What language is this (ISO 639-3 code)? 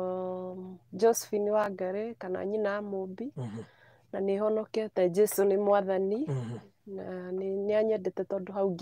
kik